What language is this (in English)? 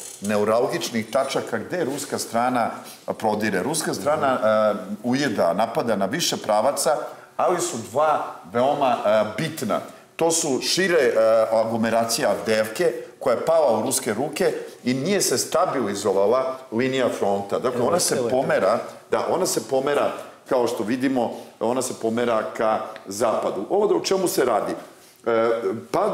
Serbian